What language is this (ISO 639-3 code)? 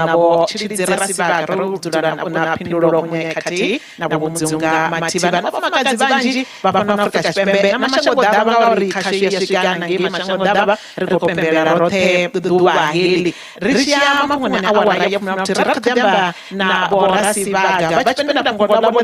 ven